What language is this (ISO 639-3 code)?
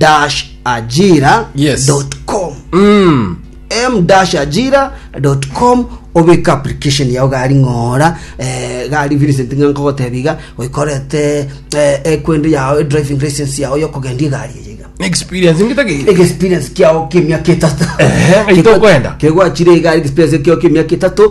guz